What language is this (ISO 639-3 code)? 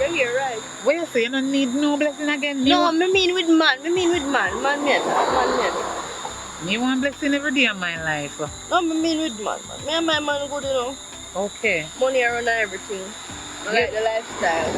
jam